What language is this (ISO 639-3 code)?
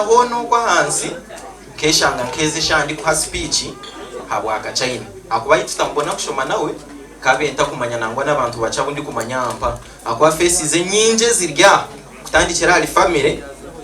nyn